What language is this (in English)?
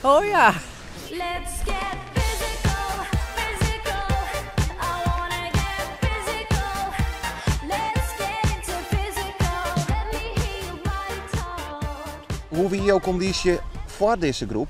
Western Frisian